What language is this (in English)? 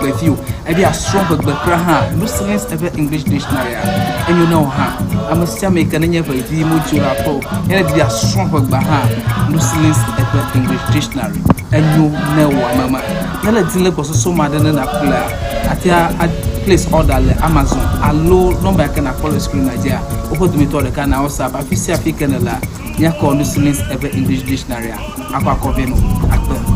Ewe